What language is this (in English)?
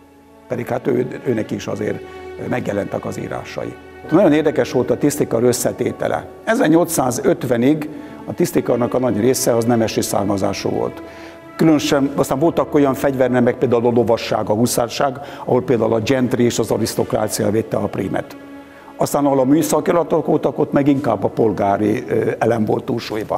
Hungarian